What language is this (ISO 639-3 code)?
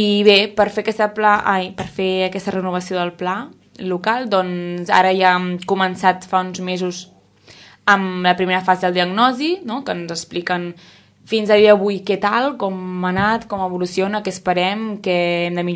cat